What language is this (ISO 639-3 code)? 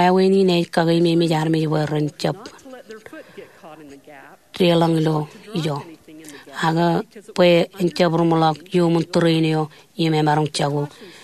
mah